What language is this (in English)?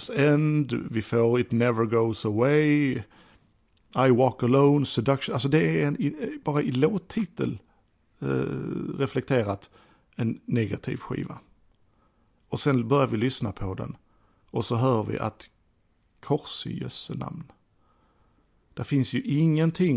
Swedish